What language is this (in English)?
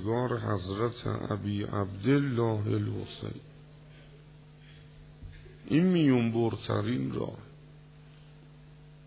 Persian